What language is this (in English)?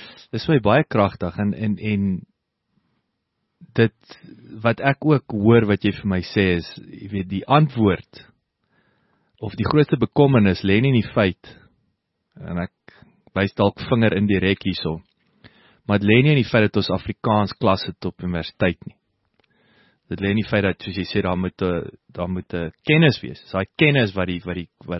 Afrikaans